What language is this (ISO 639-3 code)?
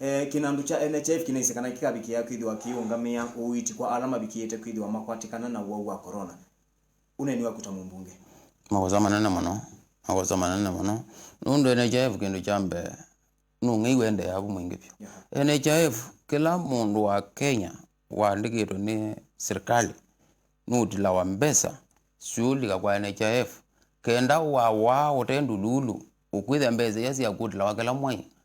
kam